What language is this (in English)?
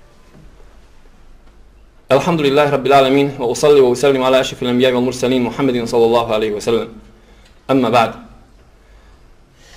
Bosnian